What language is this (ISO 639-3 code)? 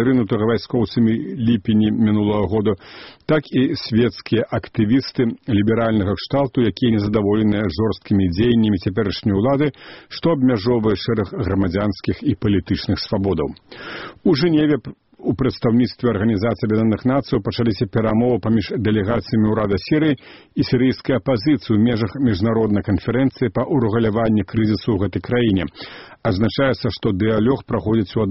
bel